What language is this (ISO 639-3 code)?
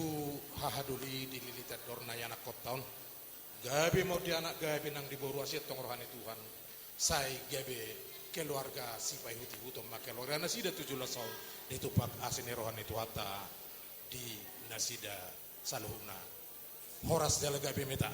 bbc